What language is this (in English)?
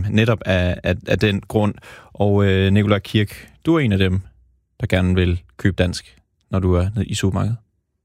Danish